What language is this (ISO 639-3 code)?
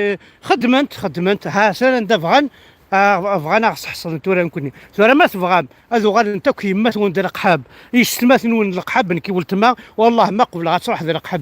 kab